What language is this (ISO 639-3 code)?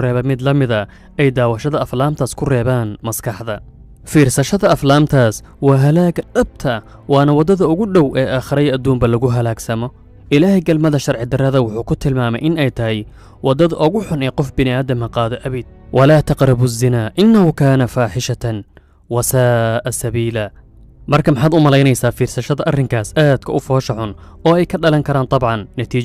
som